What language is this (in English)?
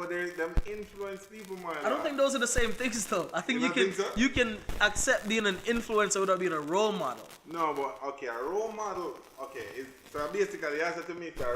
Jamaican Creole English